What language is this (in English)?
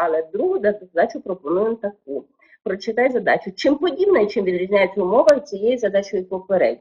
Ukrainian